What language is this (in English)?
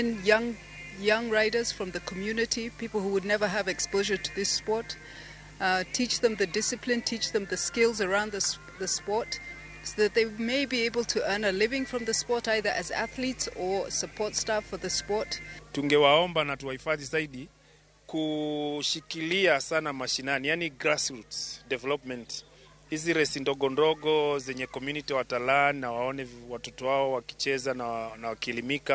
Luo (Kenya and Tanzania)